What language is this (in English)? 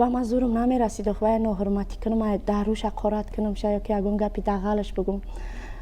Tajik